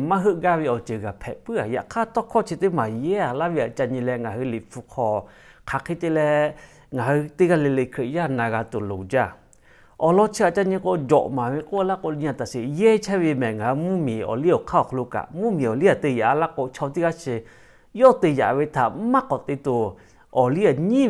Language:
Lahu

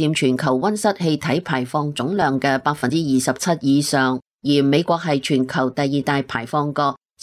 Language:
Cantonese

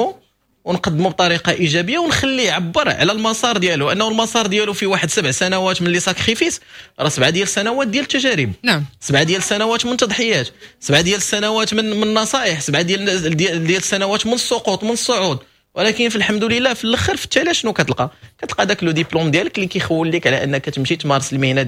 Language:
Moroccan Arabic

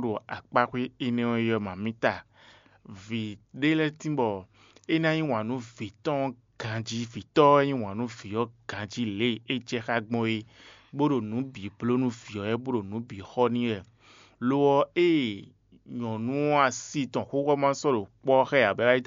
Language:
Fon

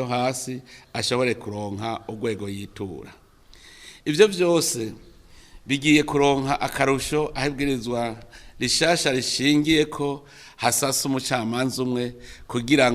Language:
Rundi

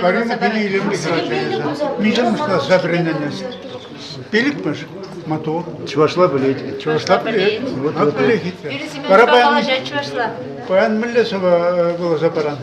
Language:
Chuvash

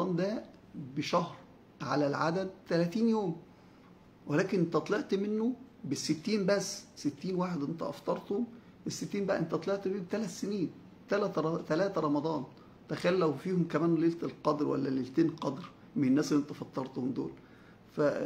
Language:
Egyptian Arabic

